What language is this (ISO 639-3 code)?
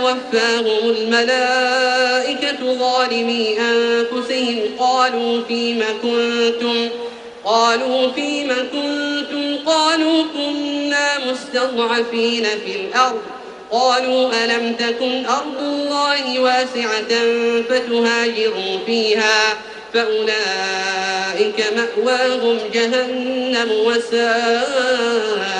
ara